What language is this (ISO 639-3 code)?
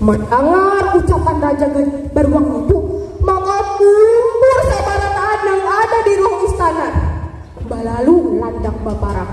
bjn